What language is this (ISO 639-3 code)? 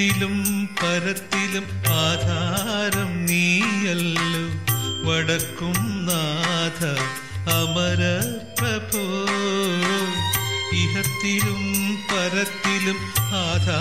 mal